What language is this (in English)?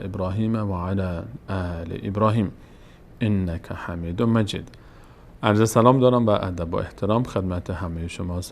Persian